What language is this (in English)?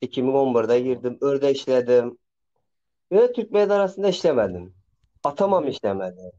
Turkmen